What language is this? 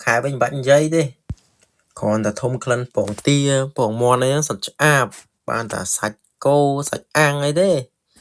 Khmer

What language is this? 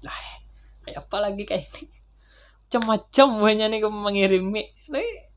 Banjar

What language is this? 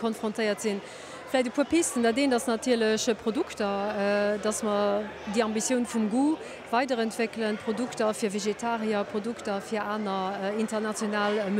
Luxembourgish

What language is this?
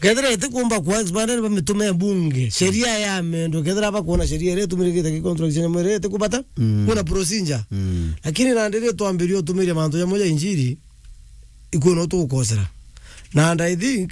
Meru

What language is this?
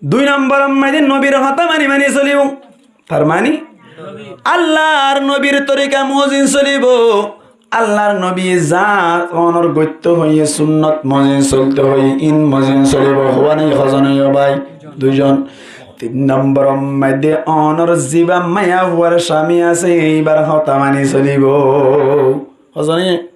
Rohingya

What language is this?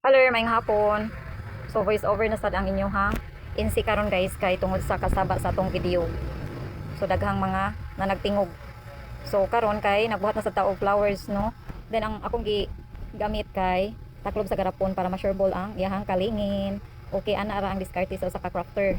Cebuano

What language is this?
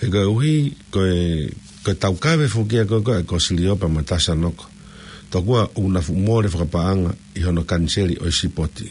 Tongan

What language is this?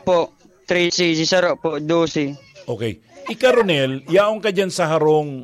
Bikol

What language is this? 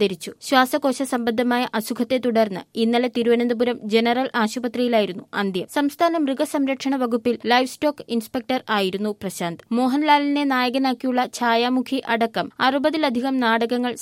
Malayalam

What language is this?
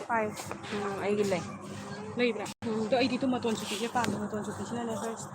Manipuri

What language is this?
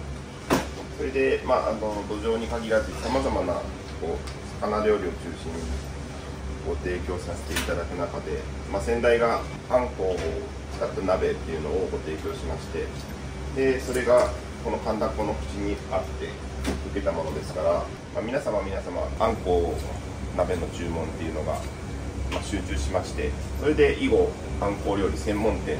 Japanese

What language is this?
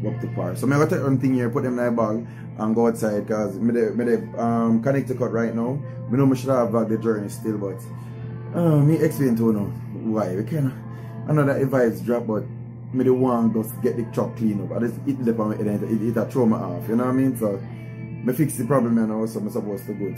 Jamaican Creole English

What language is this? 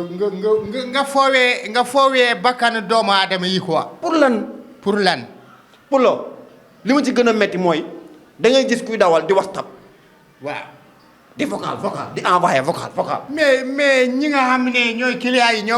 Wolof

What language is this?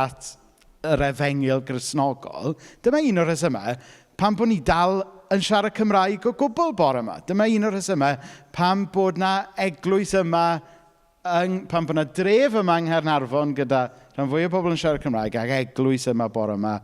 Welsh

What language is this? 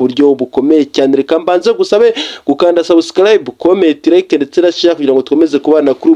Kinyarwanda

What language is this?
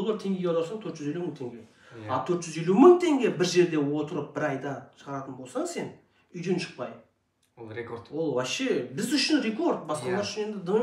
Kazakh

